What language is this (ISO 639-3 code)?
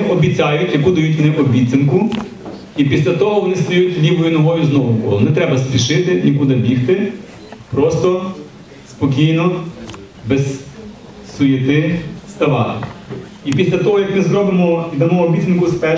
ukr